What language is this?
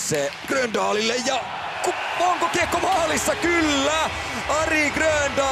Finnish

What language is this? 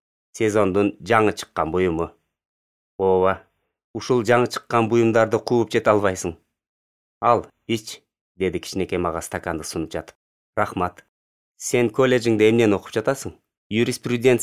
Kyrgyz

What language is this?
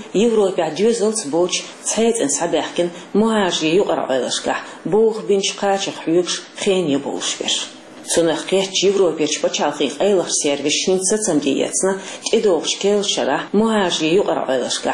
Chechen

